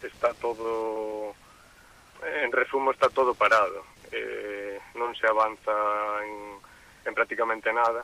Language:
Galician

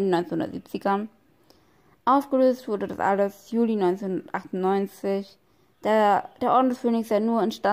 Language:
German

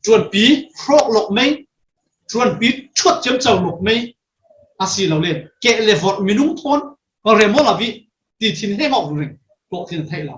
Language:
Falam Chin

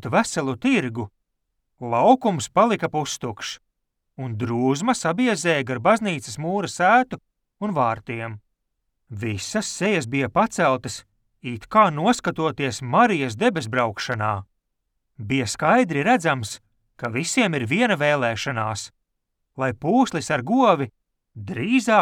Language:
Latvian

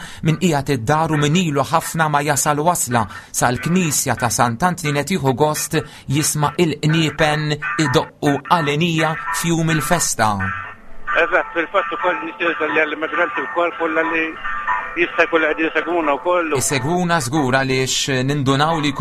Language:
Maltese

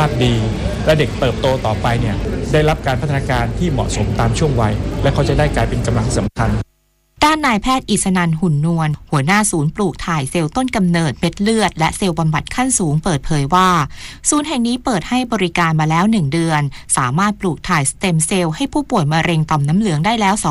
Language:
Thai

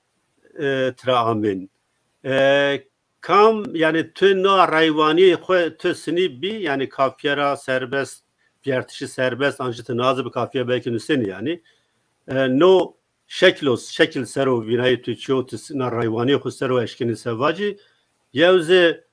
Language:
Zaza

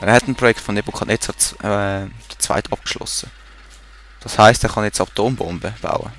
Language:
Swiss German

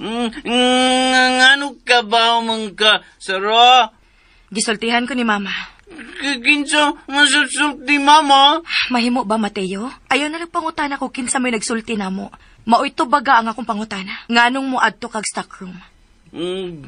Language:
Cebuano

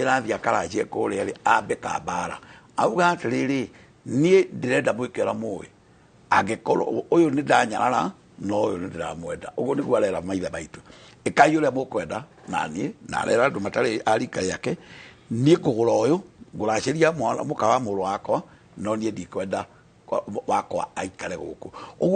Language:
Kikuyu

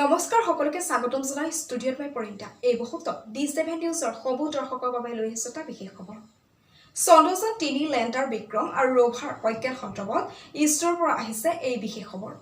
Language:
Assamese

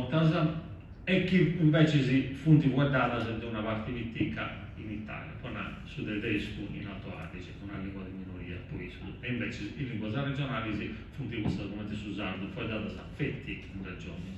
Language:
Sardinian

